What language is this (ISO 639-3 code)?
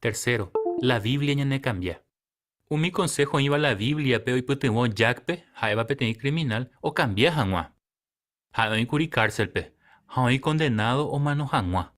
grn